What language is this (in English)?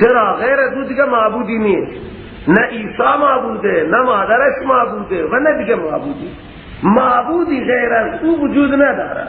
Persian